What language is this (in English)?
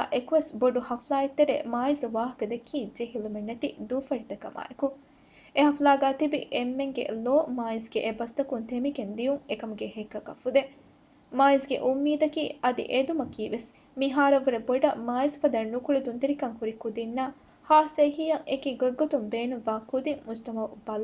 Divehi